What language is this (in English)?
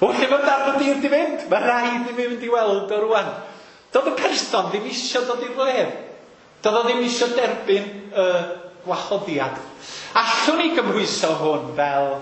Welsh